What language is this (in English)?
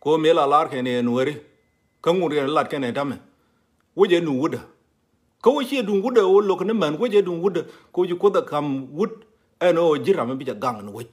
Nuer